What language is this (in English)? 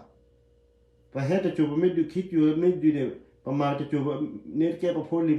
S'gaw Karen